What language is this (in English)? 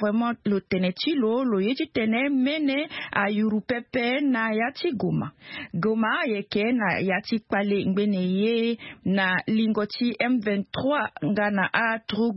Sango